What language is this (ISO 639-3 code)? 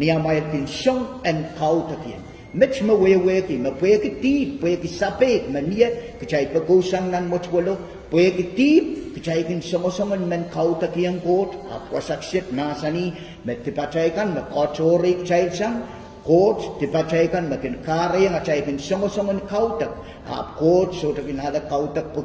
pon